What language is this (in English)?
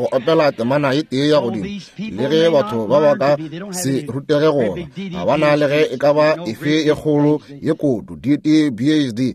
Northern Sotho